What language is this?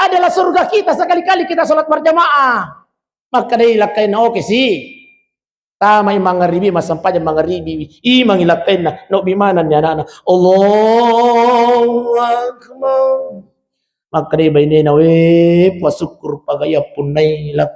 Buginese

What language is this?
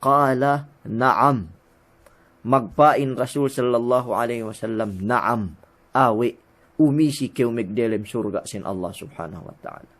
Yakan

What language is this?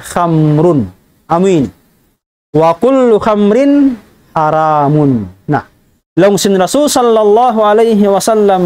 Tausug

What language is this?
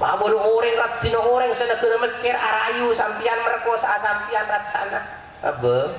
Madurese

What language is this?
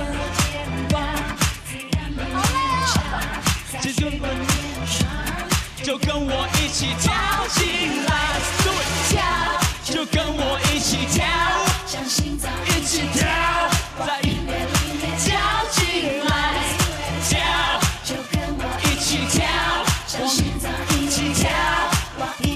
Chinese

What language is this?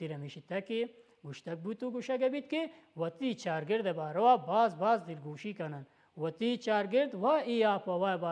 Baluchi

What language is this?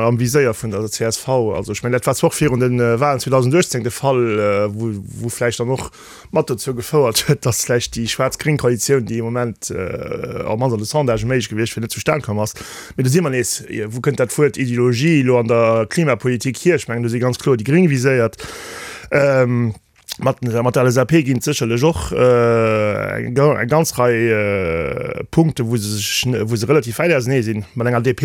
Luxembourgish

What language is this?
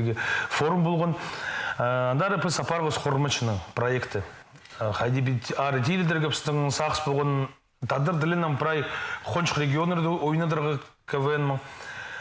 Khakas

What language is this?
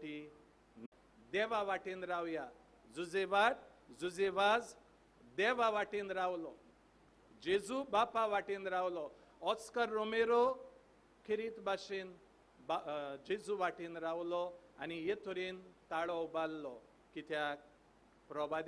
Konkani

